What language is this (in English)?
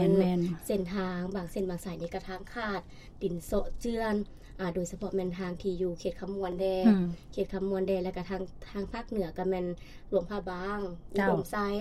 Lao